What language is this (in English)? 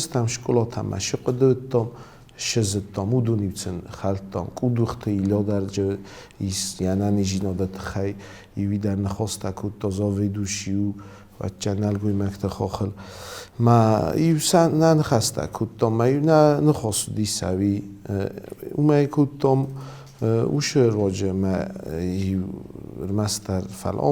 Ossetic